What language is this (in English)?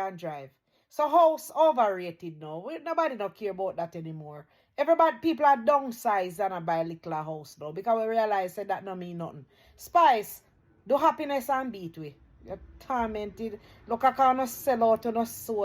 Jamaican Creole English